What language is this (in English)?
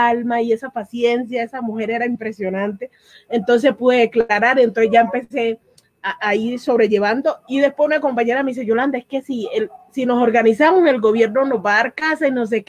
Spanish